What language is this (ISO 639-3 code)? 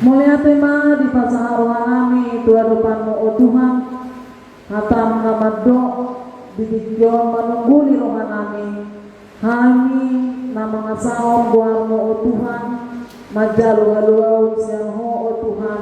bbc